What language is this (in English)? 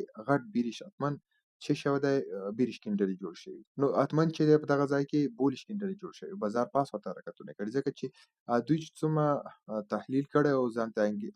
Pashto